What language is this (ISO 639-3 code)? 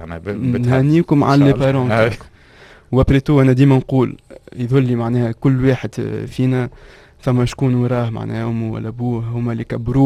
aeb